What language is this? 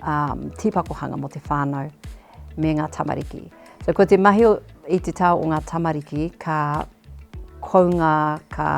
Māori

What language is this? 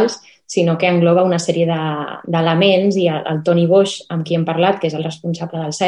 Catalan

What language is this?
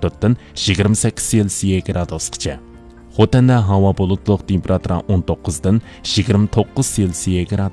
Uyghur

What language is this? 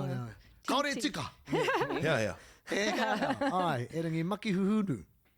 Māori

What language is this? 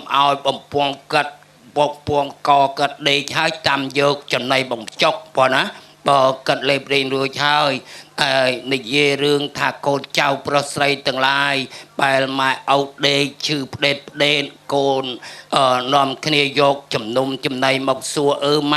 Khmer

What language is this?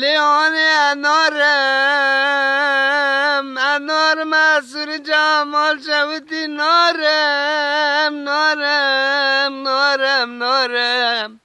Kurdish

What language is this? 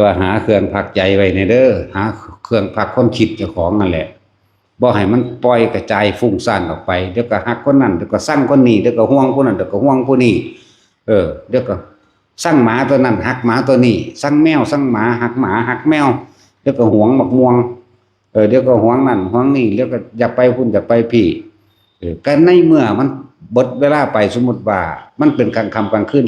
Northeastern Thai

